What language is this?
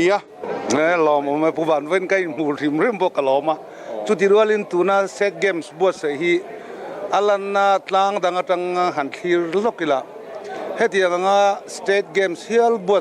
Mizo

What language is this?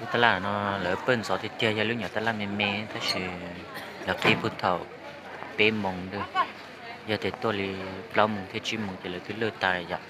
Hmong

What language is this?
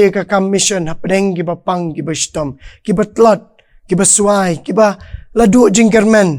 Khasi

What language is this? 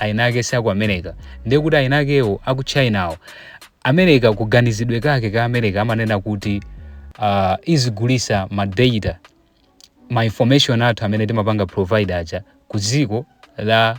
Nyanja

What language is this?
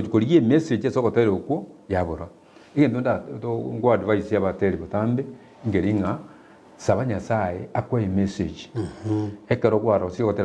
Gusii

